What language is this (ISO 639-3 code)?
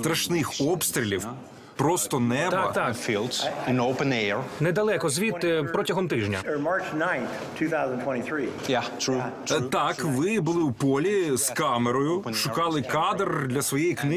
ukr